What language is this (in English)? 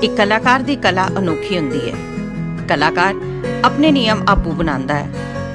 Dogri